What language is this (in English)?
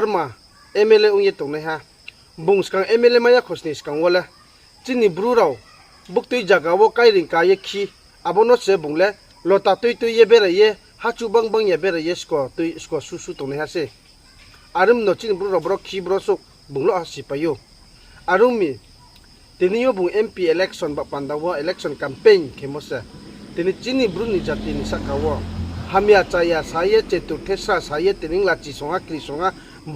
Riang (India)